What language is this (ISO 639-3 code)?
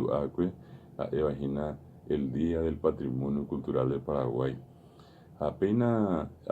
grn